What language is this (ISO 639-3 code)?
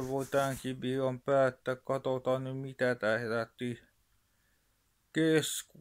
fin